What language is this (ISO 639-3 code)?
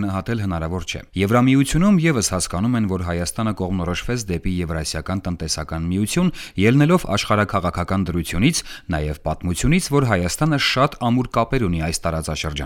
hye